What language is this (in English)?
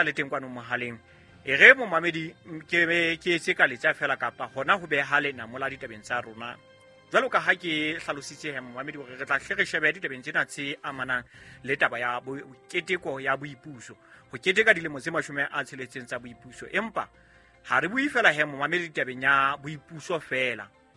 Southern Sotho